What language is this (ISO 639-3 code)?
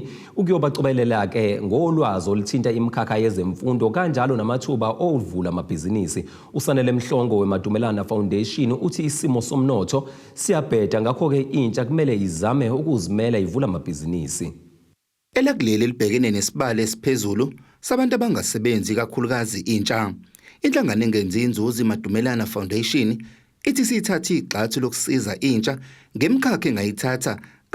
zul